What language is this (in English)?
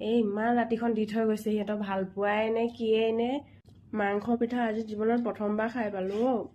Assamese